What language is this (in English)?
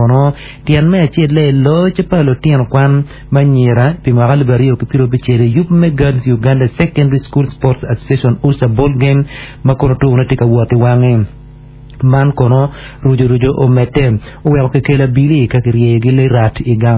Acoli